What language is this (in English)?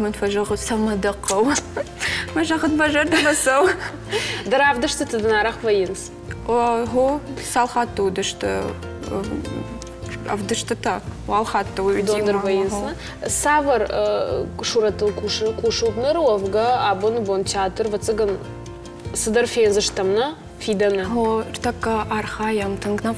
Ossetic